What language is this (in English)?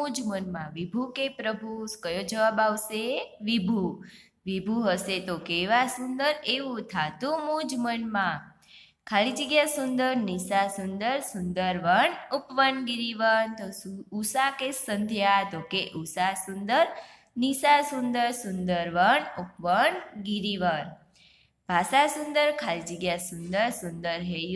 Gujarati